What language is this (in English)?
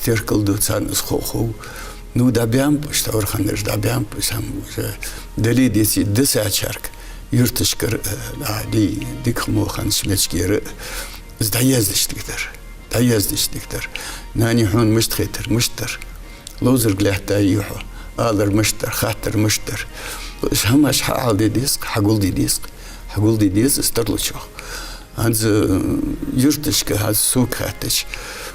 Ingush